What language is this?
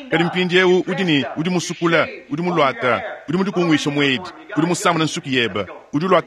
Luba-Lulua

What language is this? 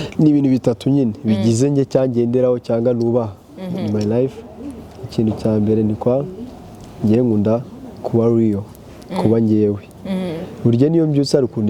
Kinyarwanda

